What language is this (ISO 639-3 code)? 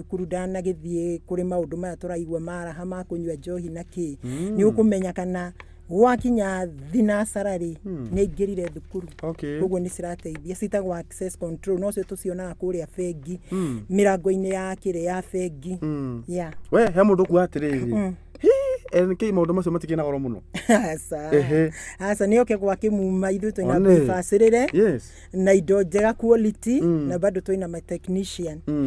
kik